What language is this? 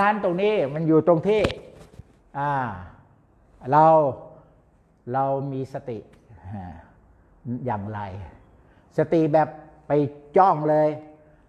Thai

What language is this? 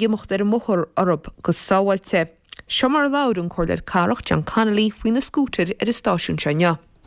Irish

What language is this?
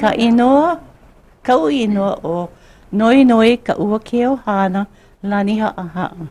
Hawaiian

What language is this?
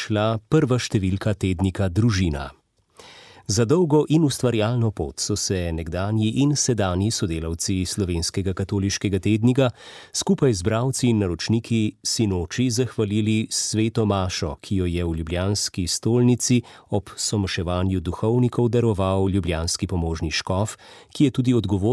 Slovenian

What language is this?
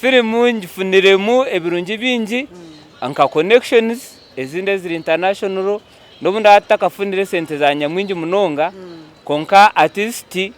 Nyankole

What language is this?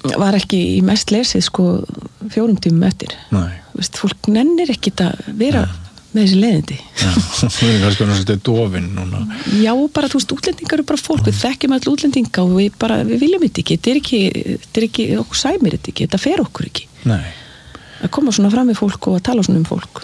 Icelandic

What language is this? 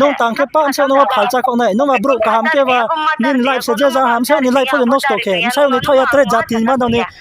Riang (India)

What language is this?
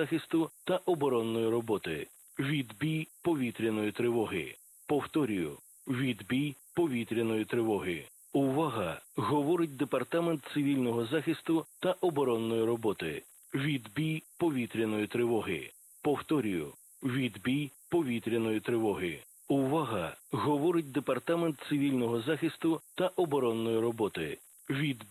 Ukrainian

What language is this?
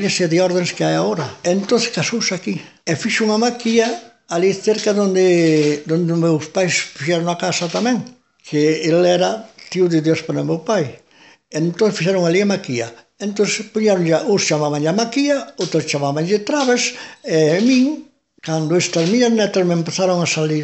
Galician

